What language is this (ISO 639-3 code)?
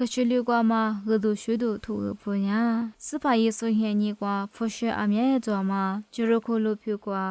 lis